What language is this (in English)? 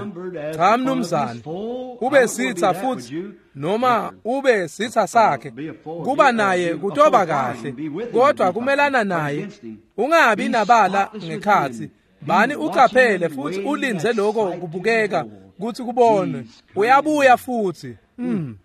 Swati